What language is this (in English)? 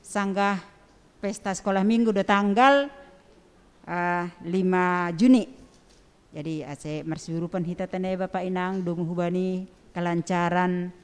Batak Simalungun